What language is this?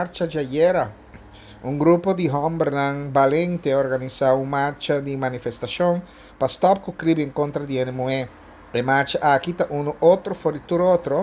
Papiamento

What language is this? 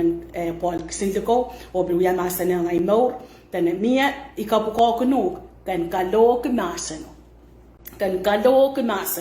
Pohnpeian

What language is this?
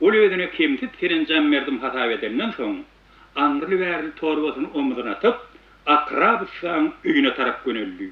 Turkmen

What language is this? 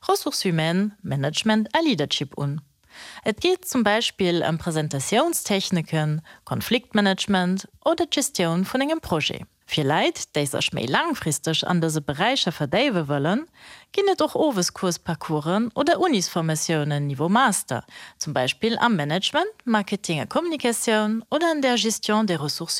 Luxembourgish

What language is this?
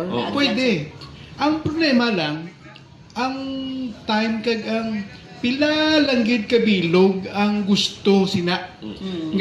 Hiligaynon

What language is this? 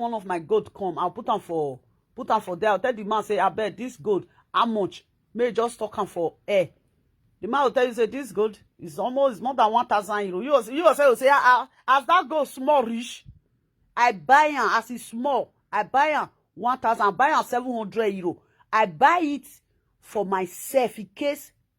Nigerian Pidgin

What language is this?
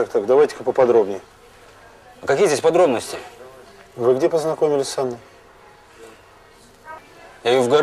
Russian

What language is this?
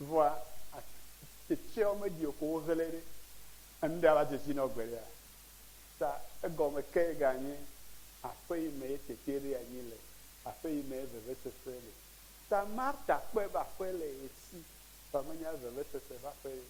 Ewe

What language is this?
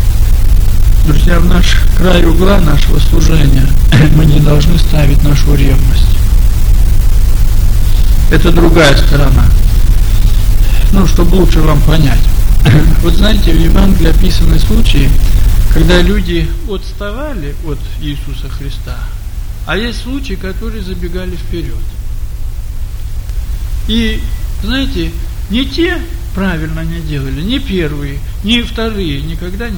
Russian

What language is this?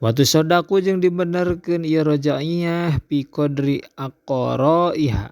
Sundanese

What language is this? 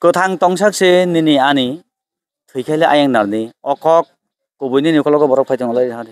Kok Borok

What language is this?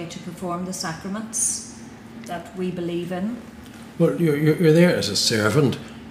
English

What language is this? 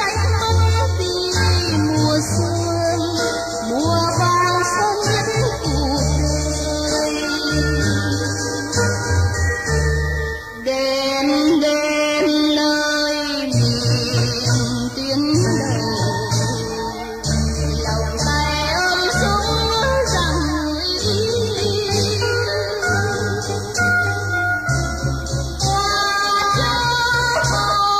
Vietnamese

